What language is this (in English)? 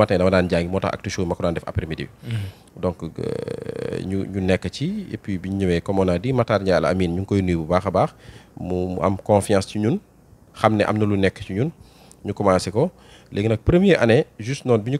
Wolof